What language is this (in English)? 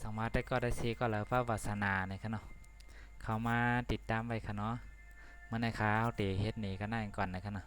Shan